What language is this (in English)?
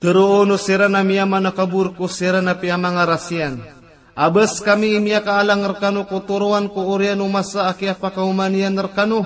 Maranao